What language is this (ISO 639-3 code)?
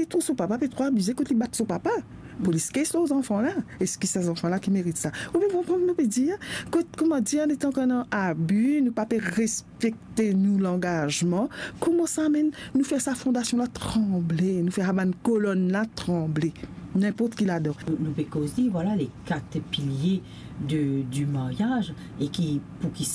mfe